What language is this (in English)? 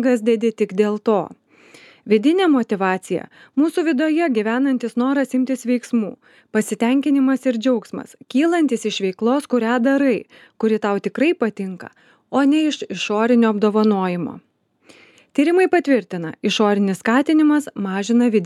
Lithuanian